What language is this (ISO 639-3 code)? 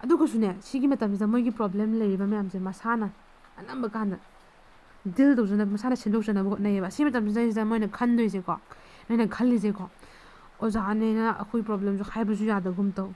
mni